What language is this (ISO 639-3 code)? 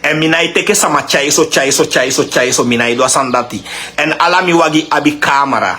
srn